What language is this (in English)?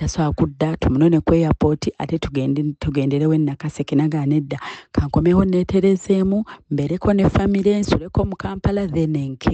Ganda